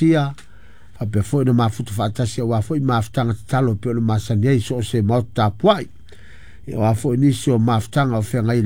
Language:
Samoan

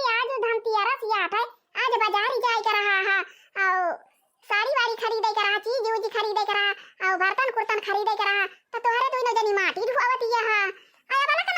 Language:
Awadhi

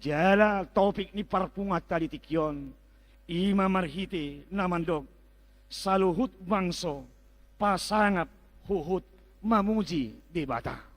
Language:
Batak Toba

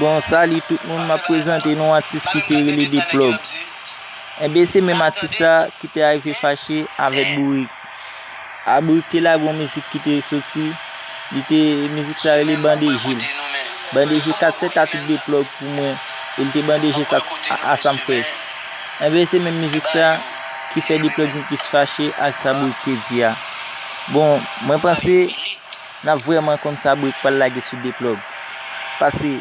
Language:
Haitian Creole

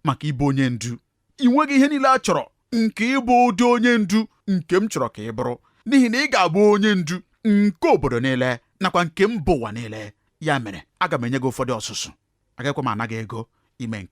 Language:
Igbo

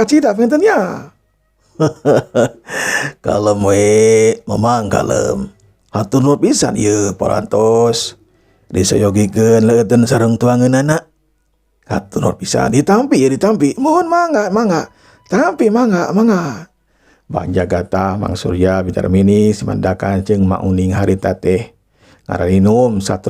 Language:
Sundanese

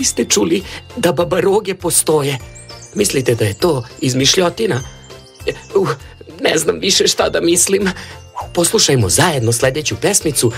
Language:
Serbian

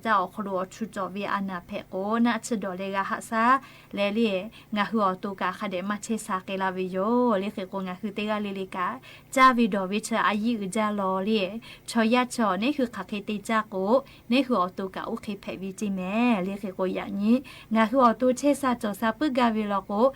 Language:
Lahu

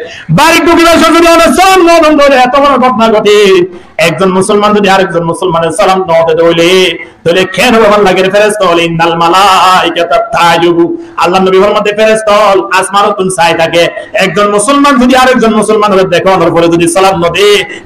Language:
Rohingya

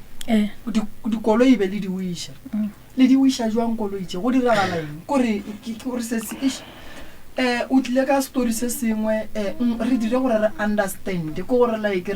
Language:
Northern Sotho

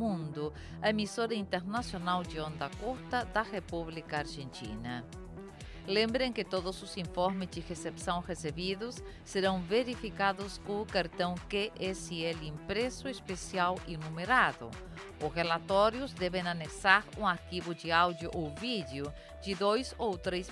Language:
Portuguese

